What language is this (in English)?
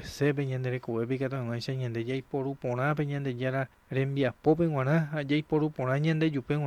Guarani